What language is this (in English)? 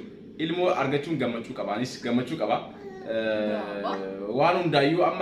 Oromo